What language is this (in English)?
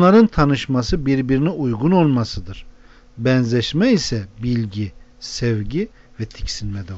Turkish